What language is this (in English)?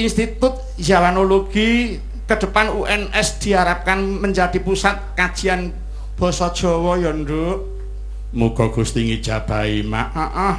Javanese